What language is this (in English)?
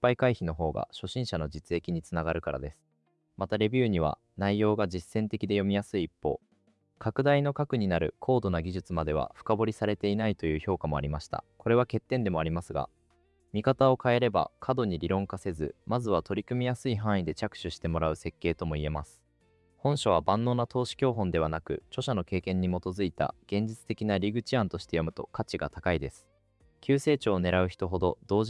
Japanese